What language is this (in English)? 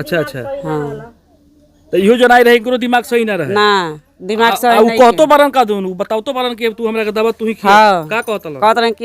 Bhojpuri